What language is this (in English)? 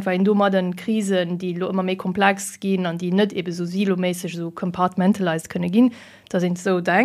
Luxembourgish